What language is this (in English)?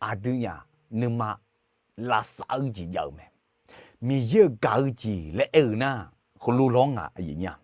Akha